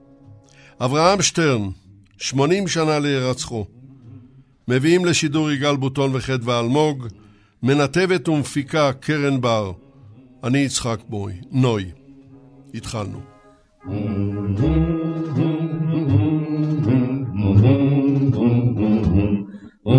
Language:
Hebrew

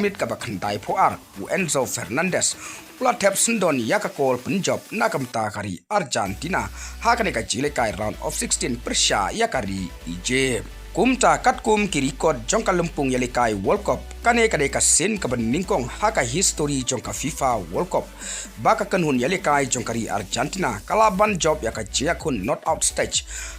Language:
Khasi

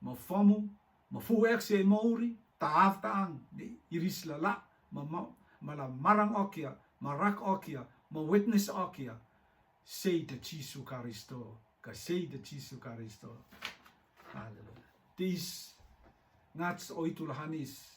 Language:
Rotuman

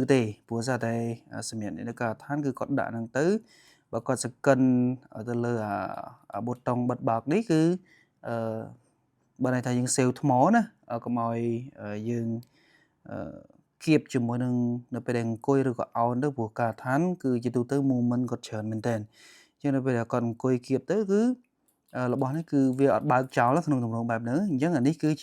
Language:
Khmer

